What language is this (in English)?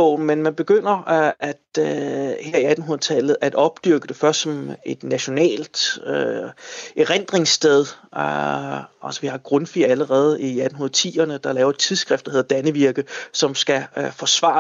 Danish